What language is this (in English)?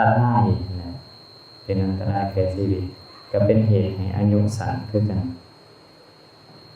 Lao